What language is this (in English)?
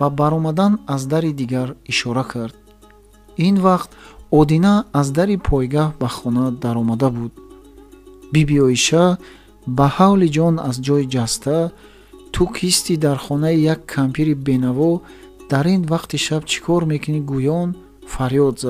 Tajik